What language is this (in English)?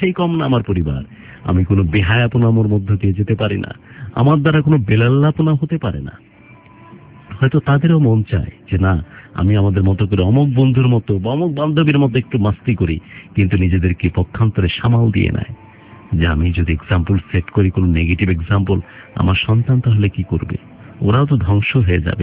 Bangla